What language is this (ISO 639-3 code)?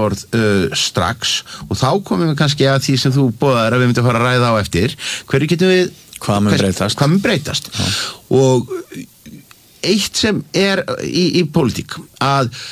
isl